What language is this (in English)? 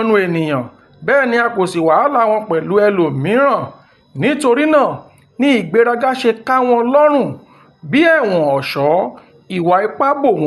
Yoruba